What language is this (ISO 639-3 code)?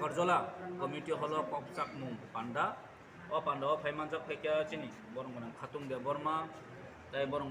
trp